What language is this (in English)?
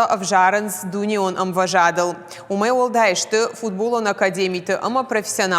Ossetic